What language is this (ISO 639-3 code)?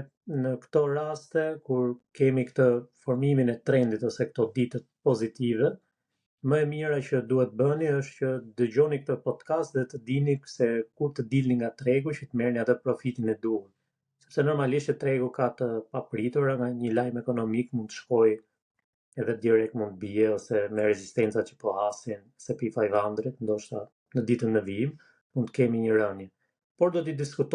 sqi